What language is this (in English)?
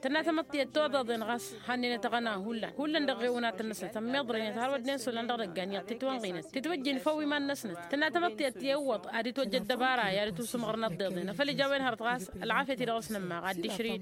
Tamasheq